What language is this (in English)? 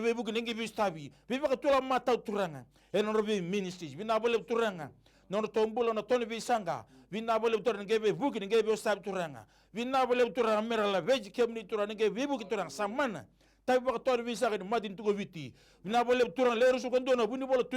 Fijian